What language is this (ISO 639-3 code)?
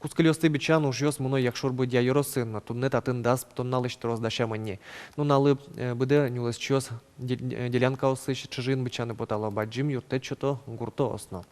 udm